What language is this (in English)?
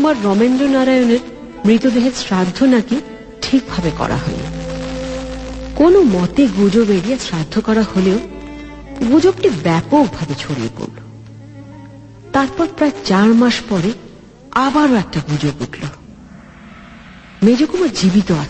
Bangla